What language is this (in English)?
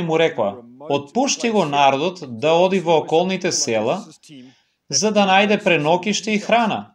Macedonian